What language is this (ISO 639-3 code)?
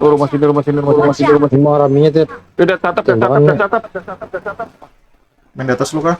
bjn